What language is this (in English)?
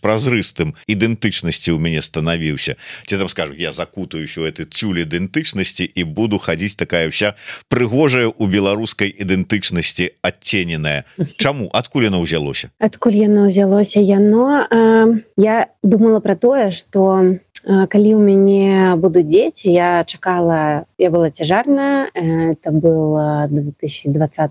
Belarusian